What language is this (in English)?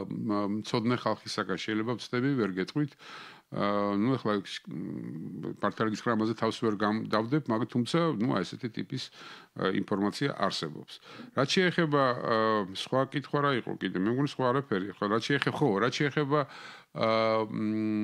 Georgian